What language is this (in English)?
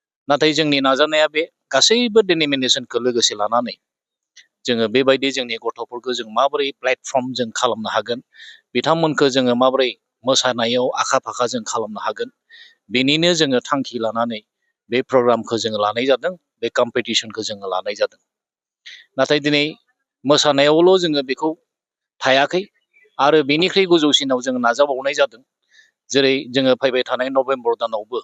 Bodo